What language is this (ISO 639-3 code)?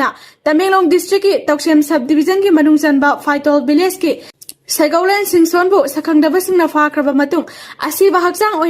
mni